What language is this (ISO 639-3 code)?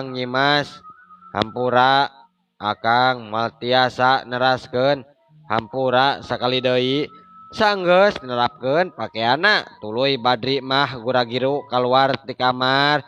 sun